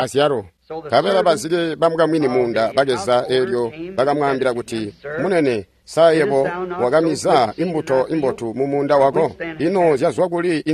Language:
Tonga (Zambia)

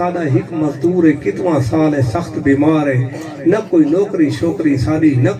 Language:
Saraiki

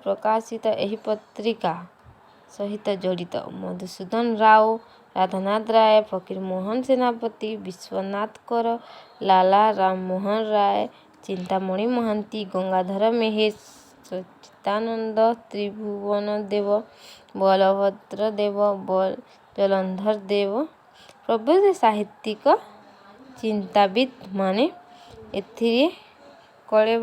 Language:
Odia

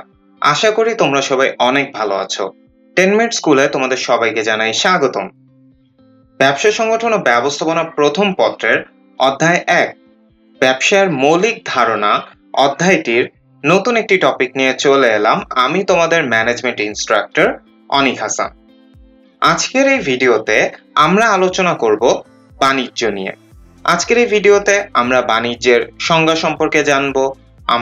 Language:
Bangla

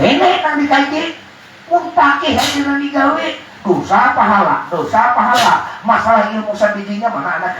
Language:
Banjar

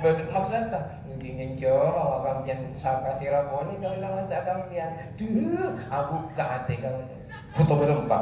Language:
Madurese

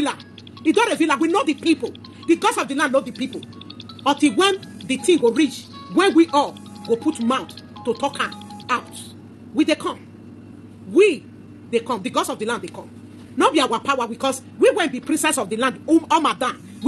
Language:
Nigerian Pidgin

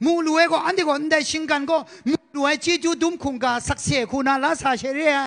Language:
Kachin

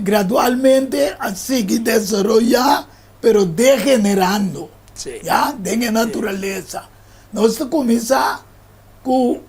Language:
Papiamento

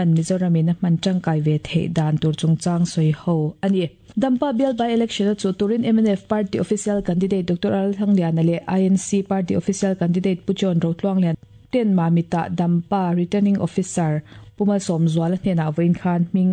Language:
Mizo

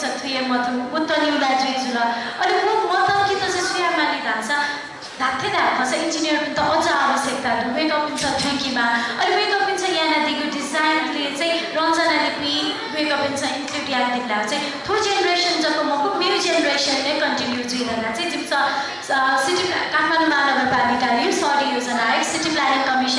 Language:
Newari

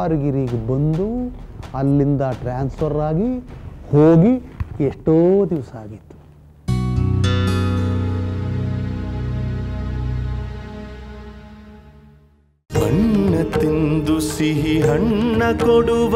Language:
Kannada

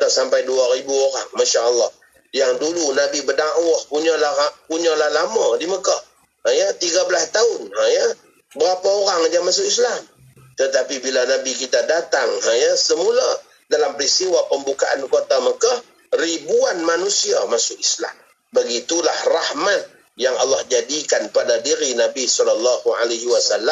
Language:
Malay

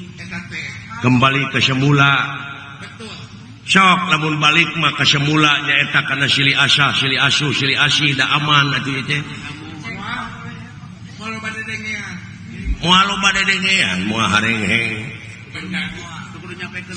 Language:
Sundanese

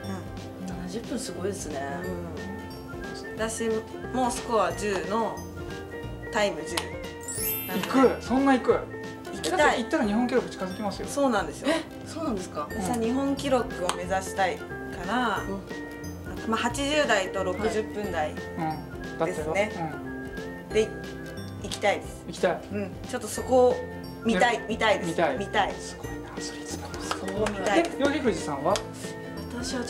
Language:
Japanese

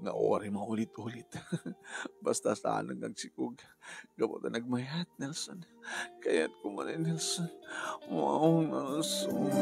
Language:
Iloko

